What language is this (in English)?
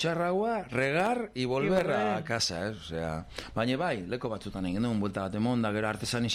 Basque